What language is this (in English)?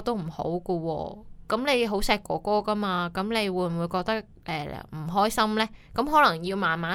Cantonese